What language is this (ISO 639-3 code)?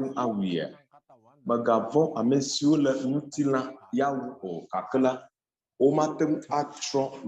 ewe